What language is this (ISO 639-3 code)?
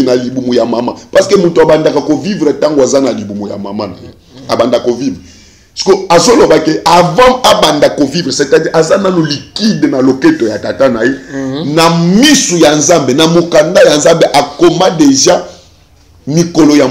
lin